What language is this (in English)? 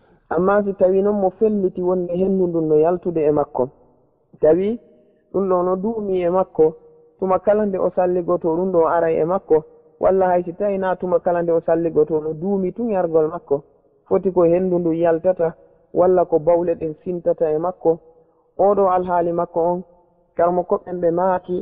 Fula